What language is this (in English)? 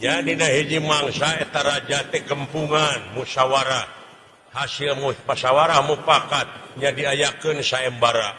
Sundanese